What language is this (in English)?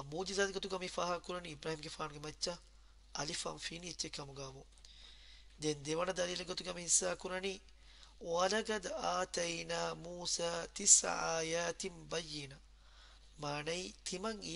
Divehi